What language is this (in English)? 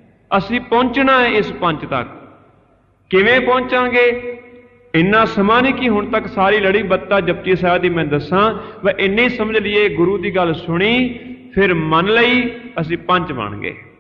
Punjabi